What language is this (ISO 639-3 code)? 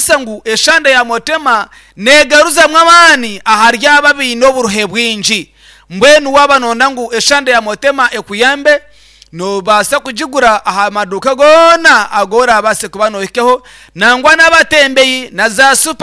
nyn